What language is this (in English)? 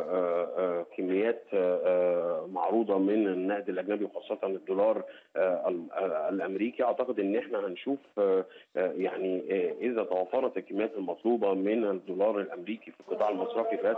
Arabic